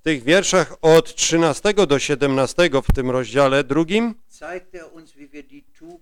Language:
Polish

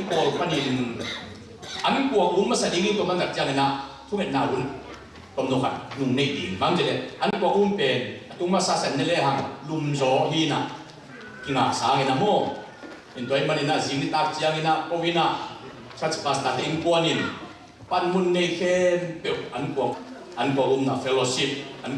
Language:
Tedim Chin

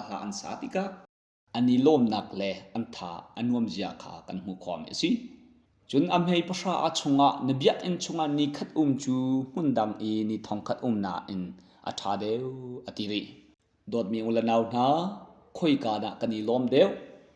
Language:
Hakha Chin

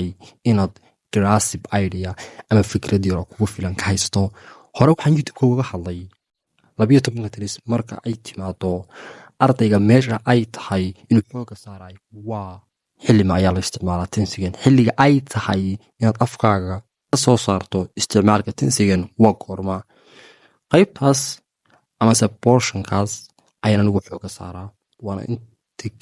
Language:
Somali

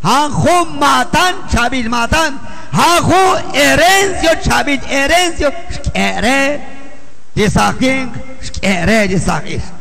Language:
Kekchí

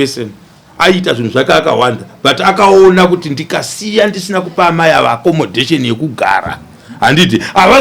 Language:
Shona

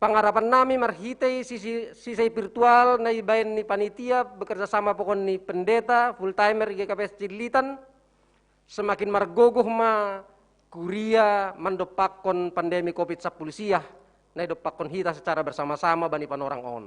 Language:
Batak Simalungun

